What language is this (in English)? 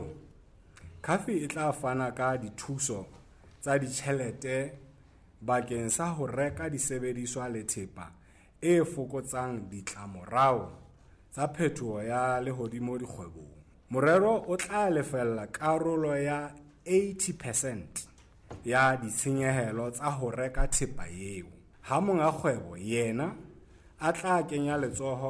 Southern Sotho